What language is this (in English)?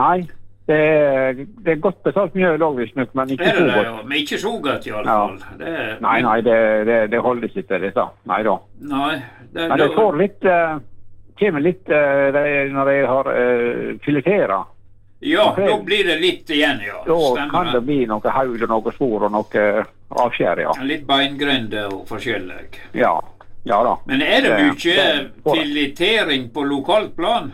Norwegian